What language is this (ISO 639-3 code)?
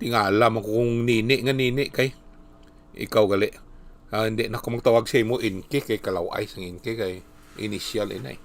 hil